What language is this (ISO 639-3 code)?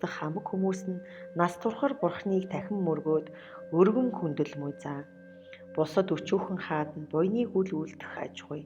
mon